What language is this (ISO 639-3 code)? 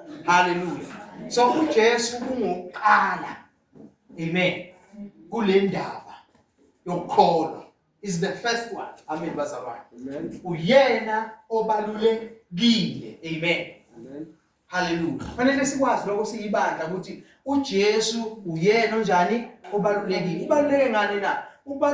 zul